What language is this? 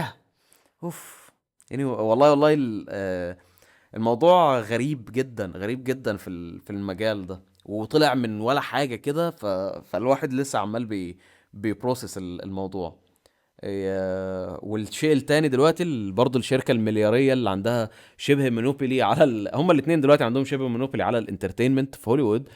Egyptian Arabic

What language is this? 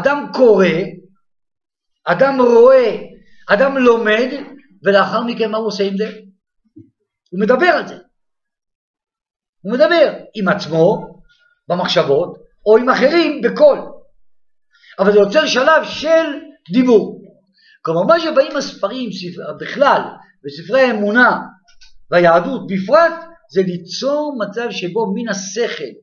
Hebrew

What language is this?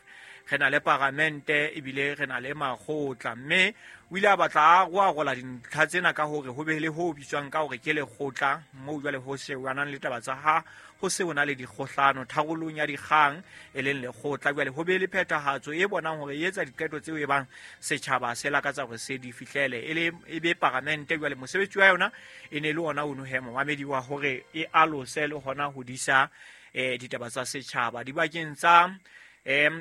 Southern Sotho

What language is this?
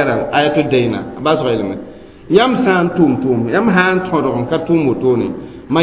Mossi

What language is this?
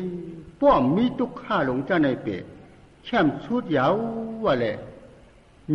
Shan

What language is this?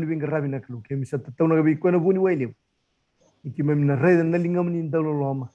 Fijian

